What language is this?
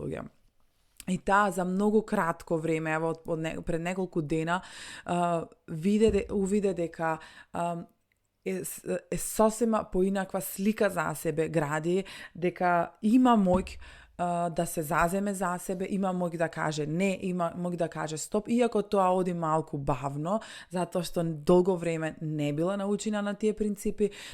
Macedonian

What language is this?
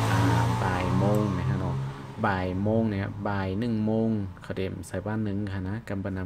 Shan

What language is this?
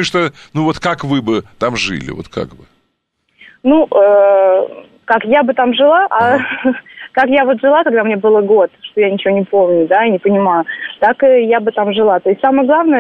Russian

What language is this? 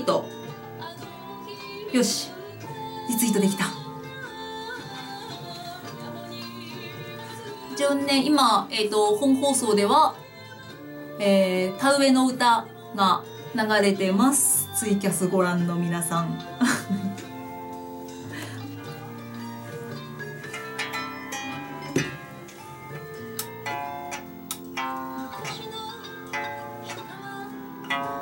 Japanese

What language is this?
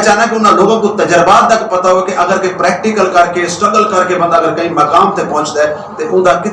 Saraiki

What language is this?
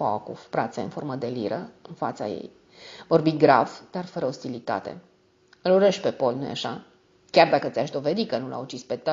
Romanian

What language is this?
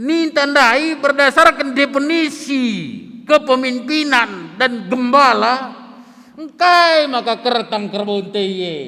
Batak Karo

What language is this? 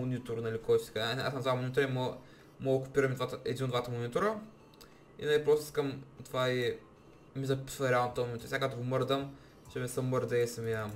Bulgarian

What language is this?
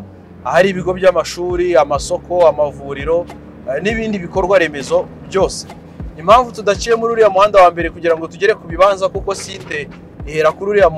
Kinyarwanda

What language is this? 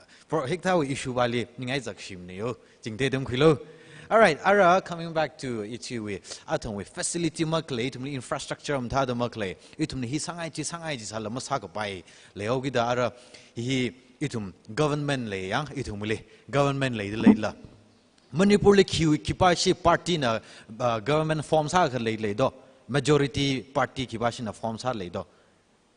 Tangkhul Naga (India)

